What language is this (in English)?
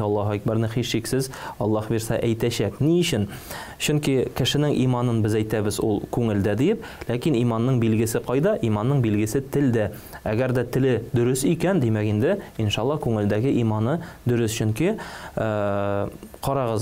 Tatar